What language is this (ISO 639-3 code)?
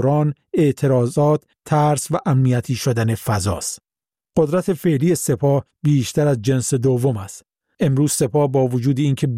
fas